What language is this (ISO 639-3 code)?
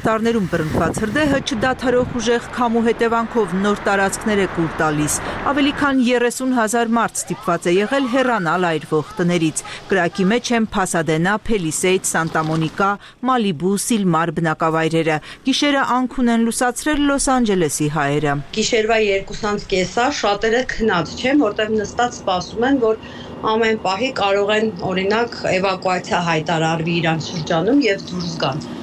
hye